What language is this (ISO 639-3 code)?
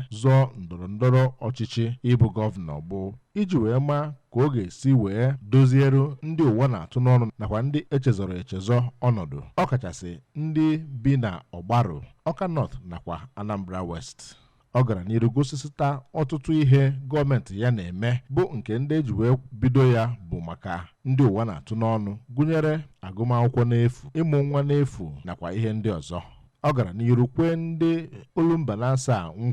ibo